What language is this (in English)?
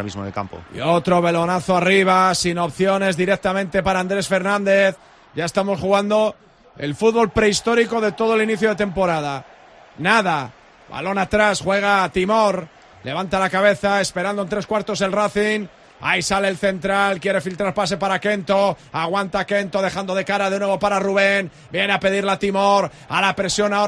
Spanish